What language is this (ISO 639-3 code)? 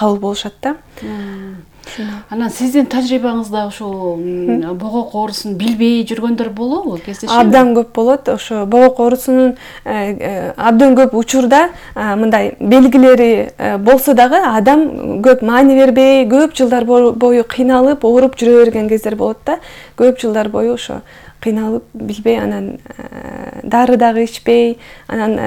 kir